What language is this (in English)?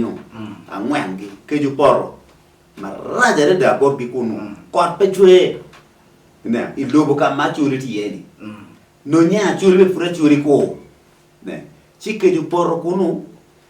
Acoli